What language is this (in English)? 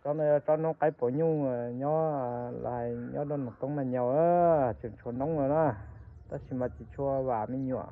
Hmong